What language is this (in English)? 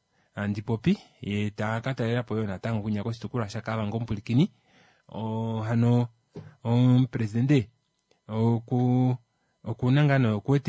Kuanyama